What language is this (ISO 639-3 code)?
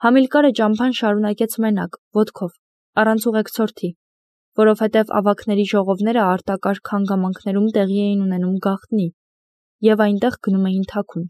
hye